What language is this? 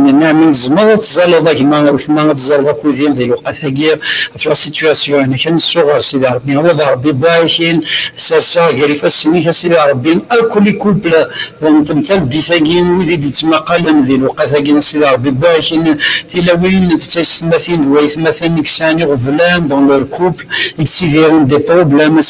Kabyle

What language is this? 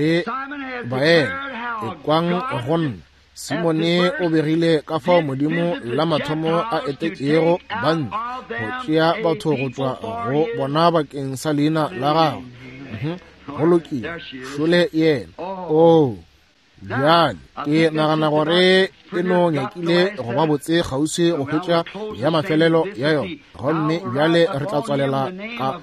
Northern Sotho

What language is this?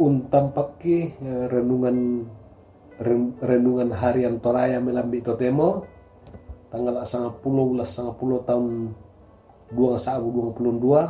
Toraja-Sa'dan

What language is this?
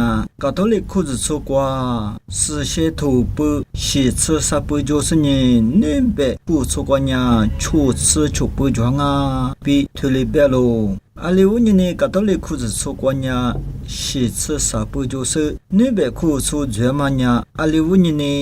Lisu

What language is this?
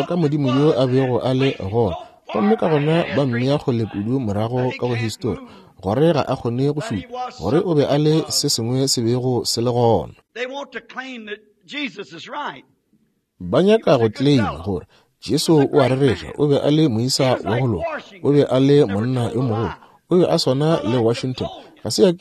Northern Sotho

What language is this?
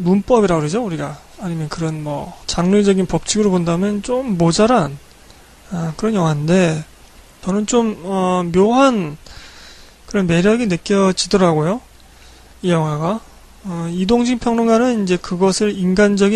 Korean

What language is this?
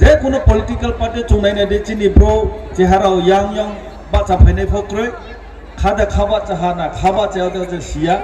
Riang (India)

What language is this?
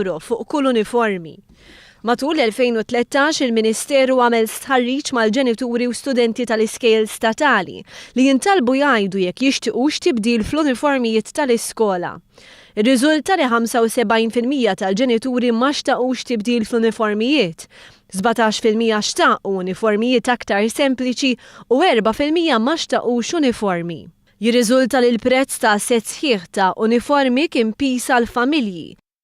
Maltese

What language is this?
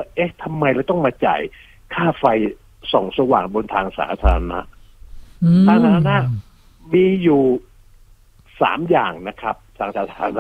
Thai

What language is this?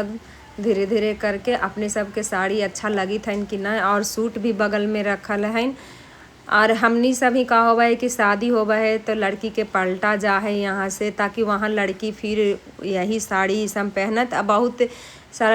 Magahi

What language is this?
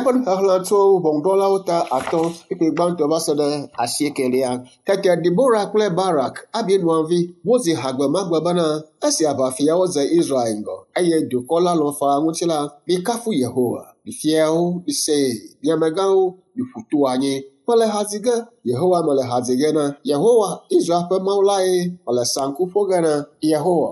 Ewe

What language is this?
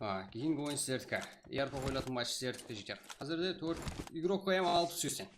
Kara-Kalpak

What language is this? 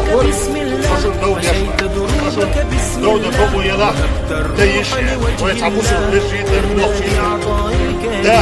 Chechen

